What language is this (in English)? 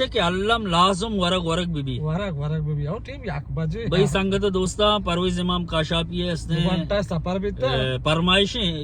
Baluchi